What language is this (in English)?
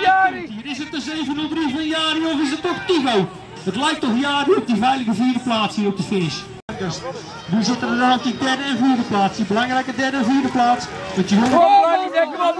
Dutch